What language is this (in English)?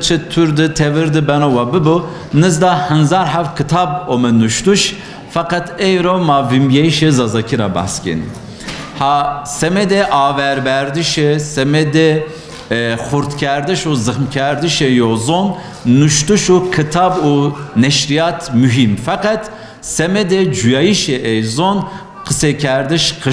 Zaza